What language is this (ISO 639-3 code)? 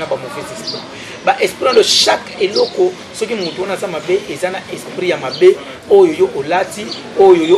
lin